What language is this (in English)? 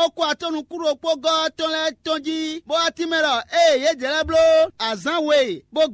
Fon